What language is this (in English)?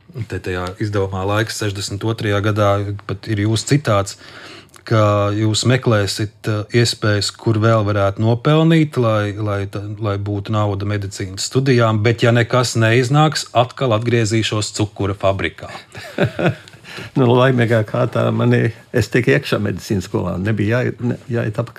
Latvian